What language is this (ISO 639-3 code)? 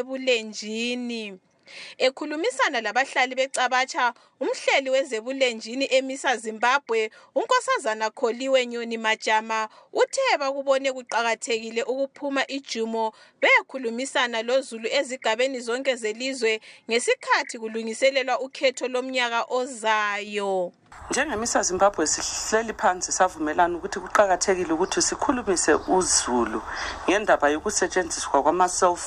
nde